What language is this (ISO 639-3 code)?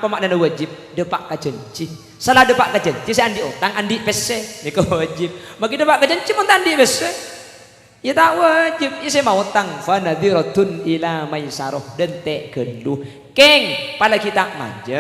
mad